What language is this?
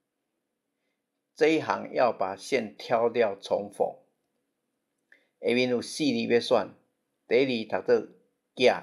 Min Nan Chinese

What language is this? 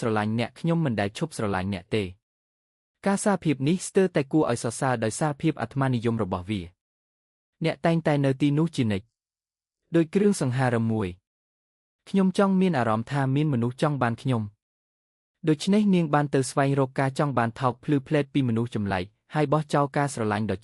Khmer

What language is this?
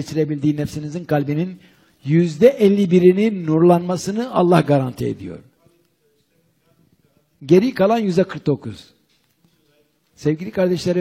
Turkish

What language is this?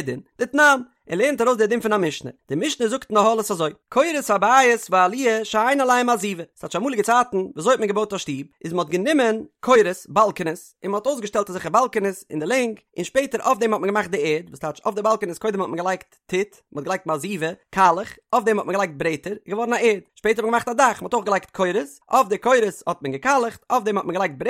Yiddish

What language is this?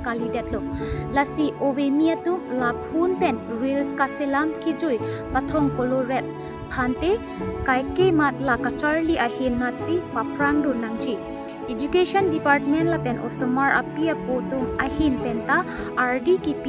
Karbi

